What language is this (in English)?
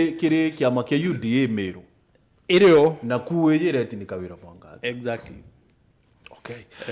Meru